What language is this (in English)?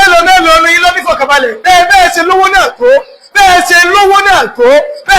Yoruba